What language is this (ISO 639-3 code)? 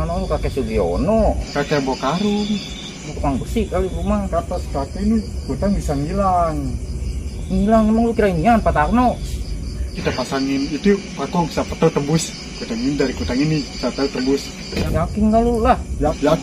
bew